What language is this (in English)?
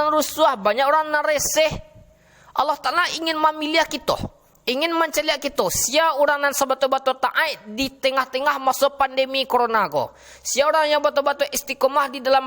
Minangkabau